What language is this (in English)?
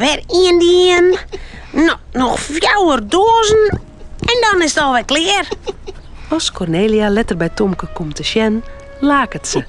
Western Frisian